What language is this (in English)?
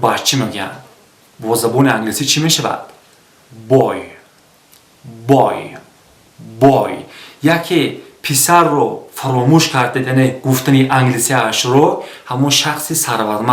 Tajik